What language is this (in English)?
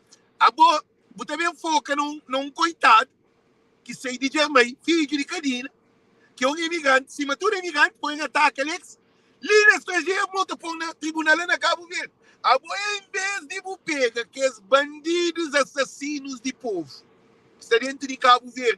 Kabuverdianu